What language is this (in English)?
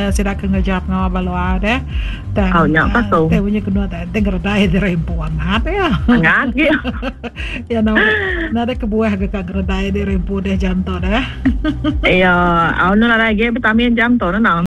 Iban